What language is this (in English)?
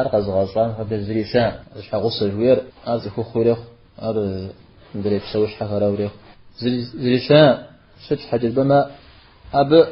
Kabardian